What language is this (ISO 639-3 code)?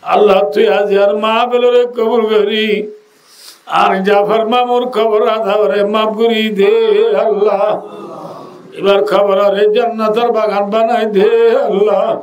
rhg